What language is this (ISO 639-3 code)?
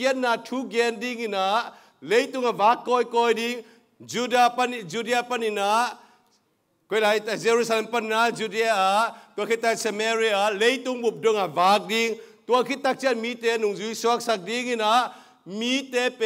ctd